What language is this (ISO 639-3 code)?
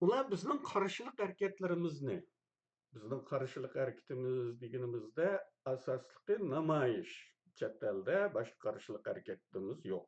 uig